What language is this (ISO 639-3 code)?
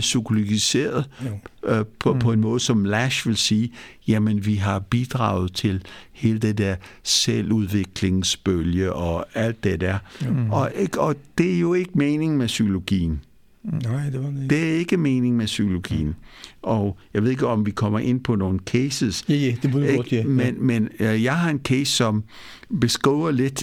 dan